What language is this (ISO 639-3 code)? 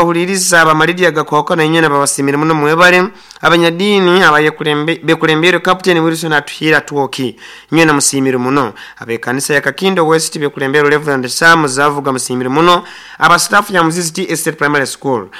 nyo